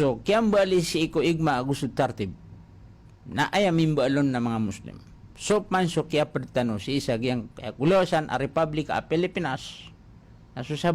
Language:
Maranao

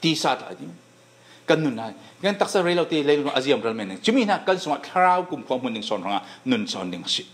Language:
Falam Chin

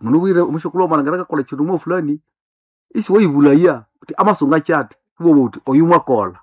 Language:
Nande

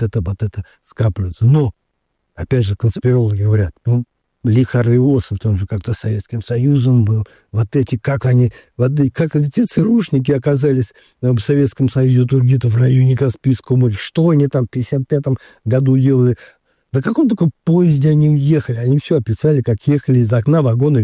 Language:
Russian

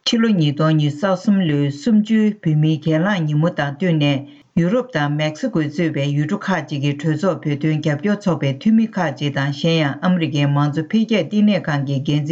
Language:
Tibetan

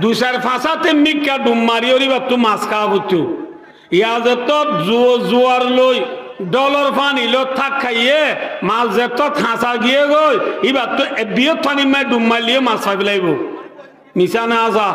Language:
Rohingya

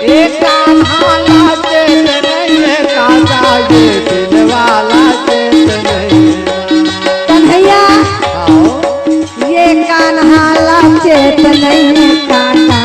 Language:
Chhattisgarhi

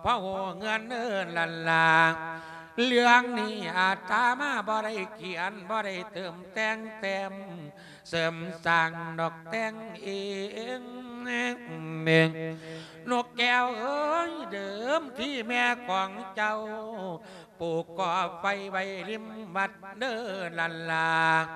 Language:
Lao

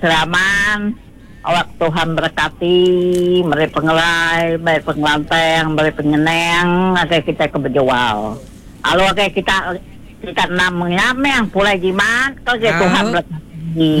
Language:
Iban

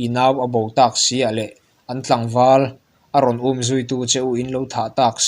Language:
Mizo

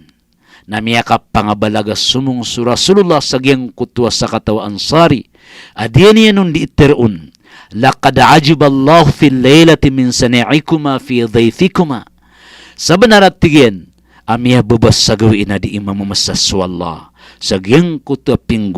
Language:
Maranao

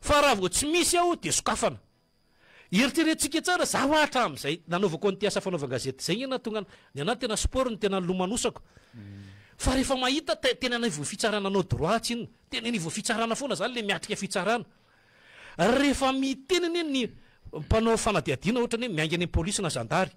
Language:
Malagasy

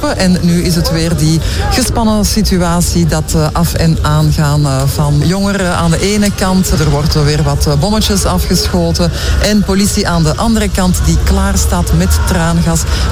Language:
Dutch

